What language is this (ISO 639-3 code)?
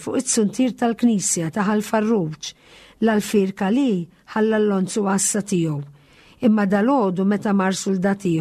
mlt